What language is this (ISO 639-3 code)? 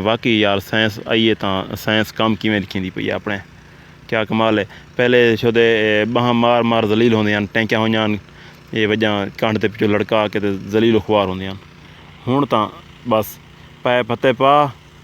skr